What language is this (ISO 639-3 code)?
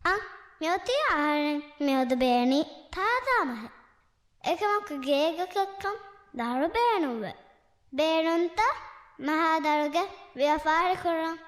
div